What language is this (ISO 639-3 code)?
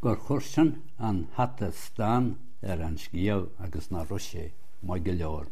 gle